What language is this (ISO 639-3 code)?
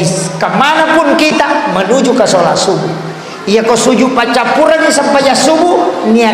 bug